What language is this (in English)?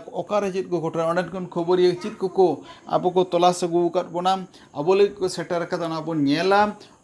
Santali